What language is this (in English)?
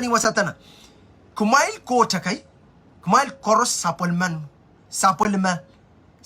Pohnpeian